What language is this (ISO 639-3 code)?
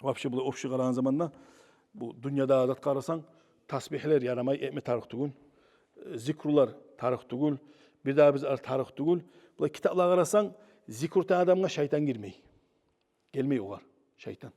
kum